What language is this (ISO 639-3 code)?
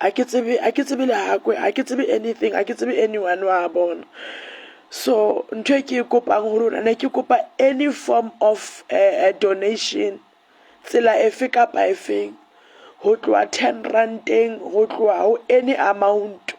sot